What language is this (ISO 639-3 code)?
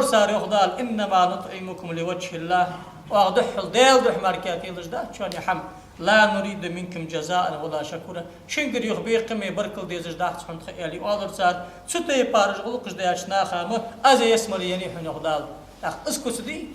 inh